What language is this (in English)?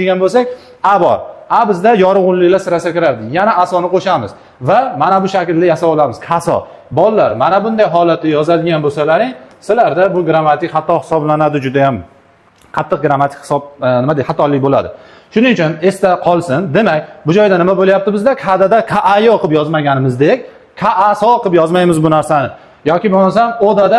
Uzbek